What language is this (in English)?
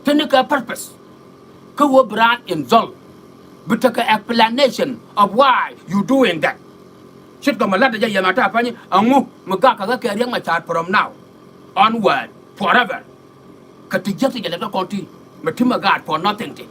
Nuer